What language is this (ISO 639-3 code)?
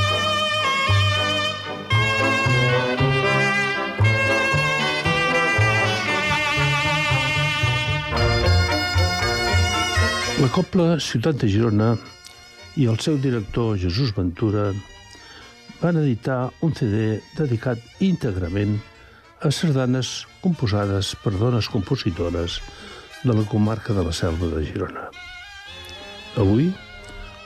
cat